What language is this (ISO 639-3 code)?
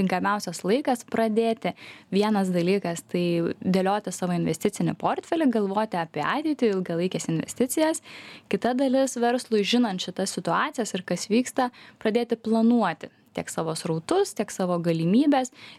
lit